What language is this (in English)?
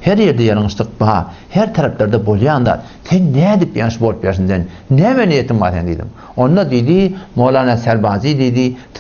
Turkmen